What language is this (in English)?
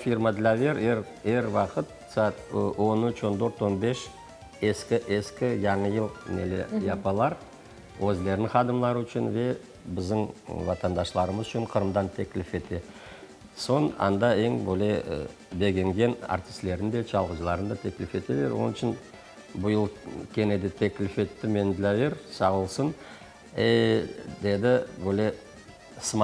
Crimean Tatar